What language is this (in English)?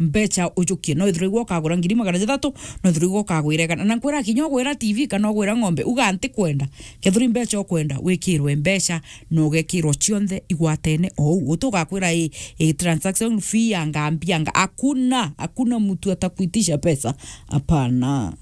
Meru